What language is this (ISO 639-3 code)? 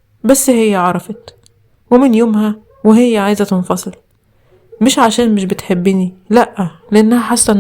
arz